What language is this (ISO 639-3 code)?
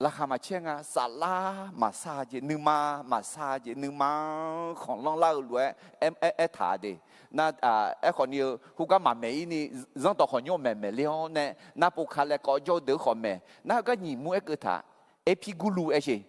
ahk